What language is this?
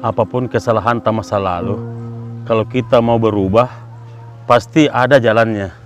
Makassar Malay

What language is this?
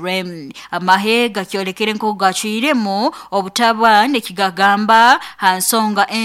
Nyoro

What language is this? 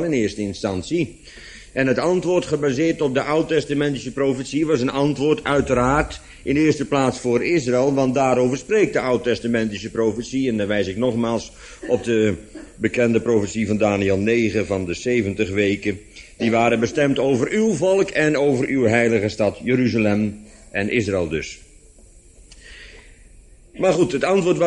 Dutch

